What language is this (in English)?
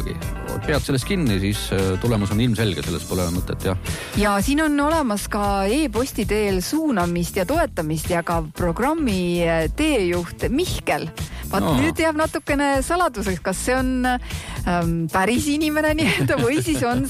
Estonian